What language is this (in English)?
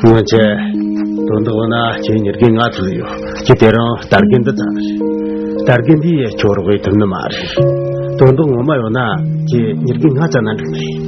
Tibetan